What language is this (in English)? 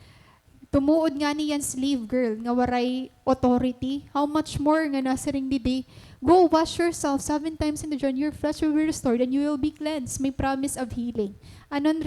Waray